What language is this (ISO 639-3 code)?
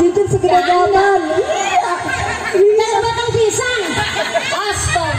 bew